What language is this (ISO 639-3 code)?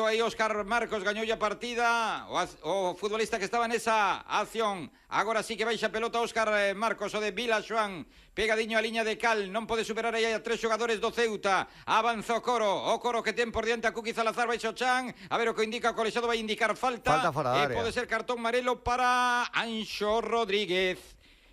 glg